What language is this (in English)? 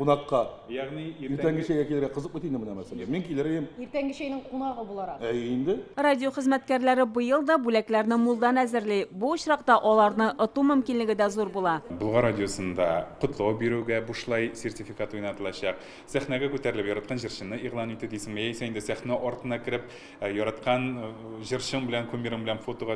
Tatar